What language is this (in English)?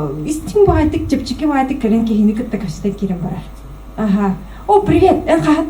Yakut